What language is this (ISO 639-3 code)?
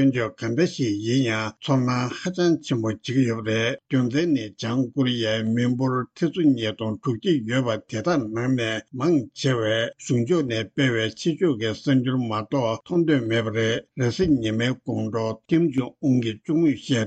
bod